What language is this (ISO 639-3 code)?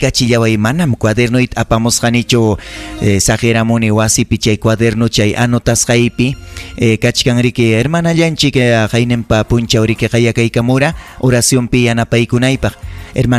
quy